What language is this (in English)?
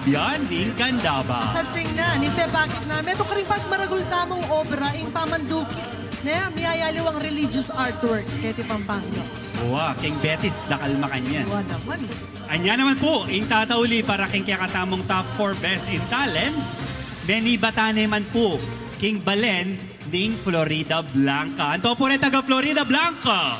Pampanga